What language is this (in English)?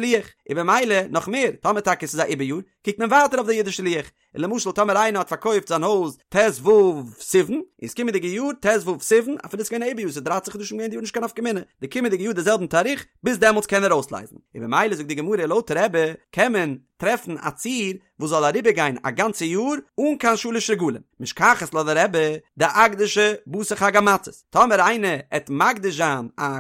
Yiddish